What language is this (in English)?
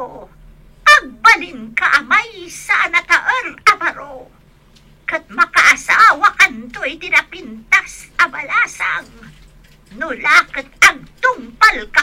Iloko